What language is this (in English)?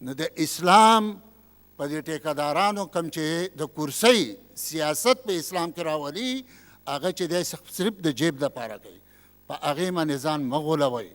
Pashto